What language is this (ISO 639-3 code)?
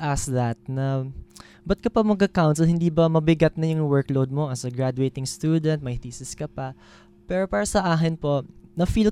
fil